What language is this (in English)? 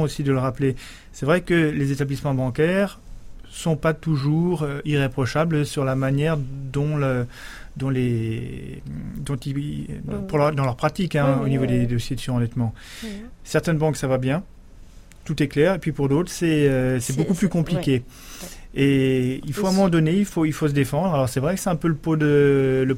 French